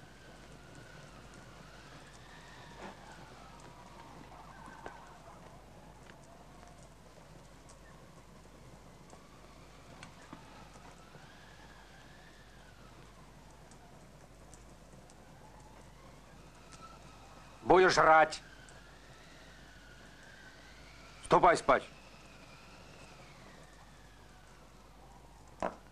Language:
Russian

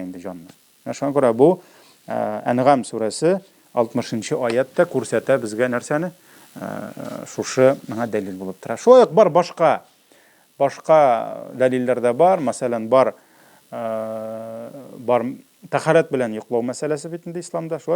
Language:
Tatar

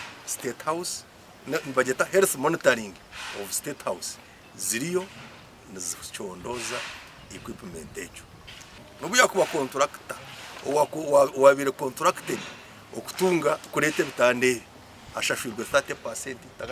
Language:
Nyankole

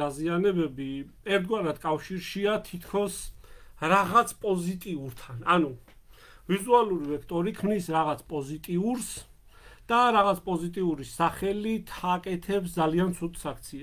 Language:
Georgian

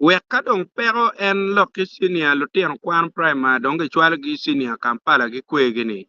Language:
Acoli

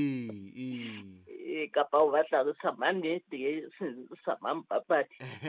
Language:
Southern Sotho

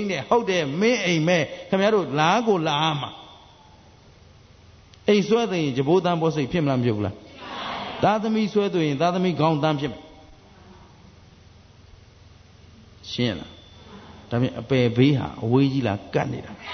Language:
Burmese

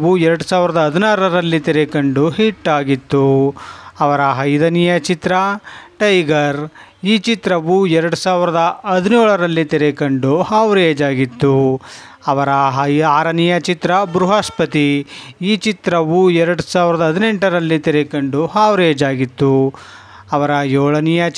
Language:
Kannada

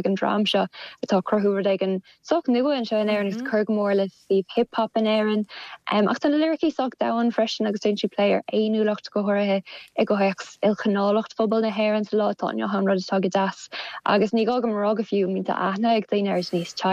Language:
Irish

